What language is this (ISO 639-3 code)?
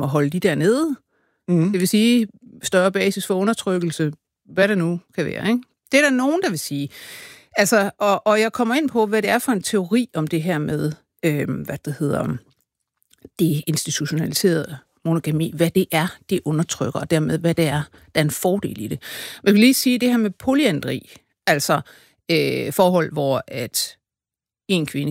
dan